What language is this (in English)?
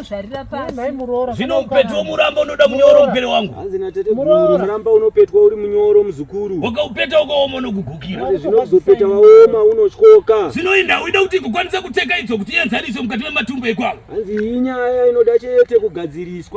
Shona